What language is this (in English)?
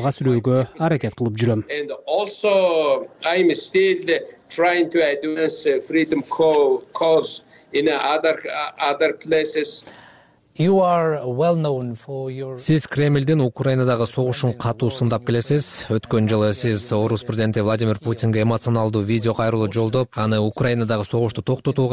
Kyrgyz